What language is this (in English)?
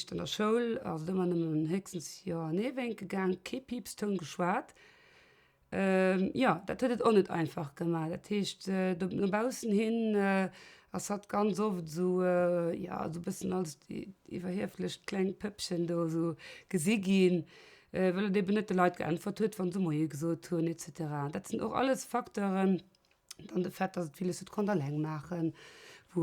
Luxembourgish